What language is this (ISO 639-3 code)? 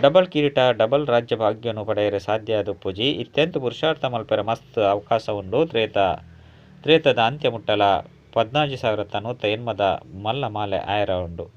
tcy